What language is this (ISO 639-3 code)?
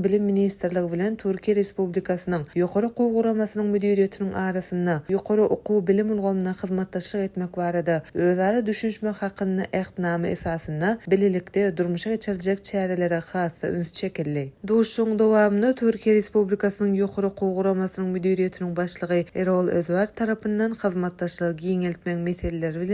tuk